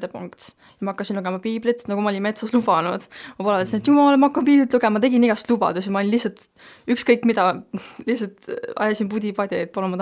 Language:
Estonian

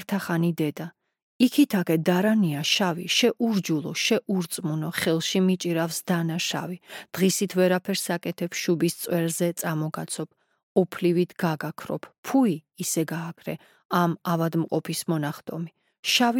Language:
Georgian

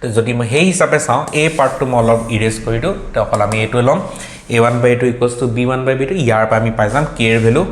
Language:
Assamese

